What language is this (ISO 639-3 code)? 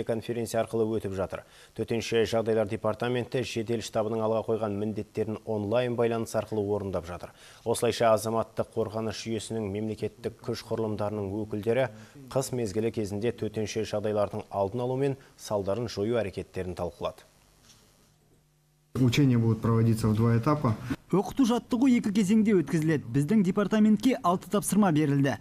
kaz